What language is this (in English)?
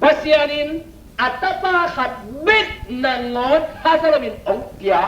Tedim Chin